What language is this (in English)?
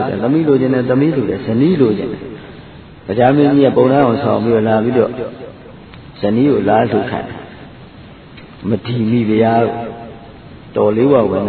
Burmese